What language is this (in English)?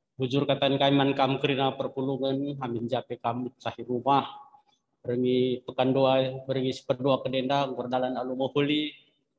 Batak Karo